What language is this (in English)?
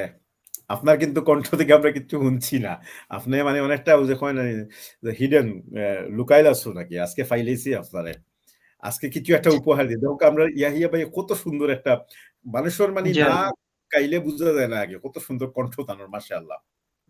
Sylheti